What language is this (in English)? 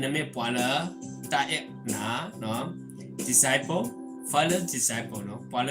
S'gaw Karen